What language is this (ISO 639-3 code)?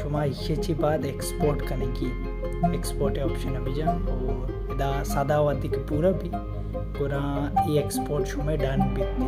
bal